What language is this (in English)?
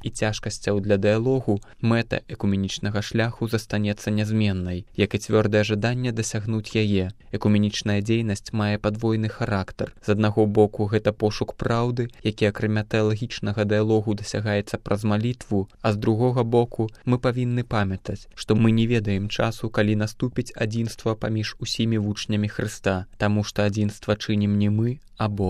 Belarusian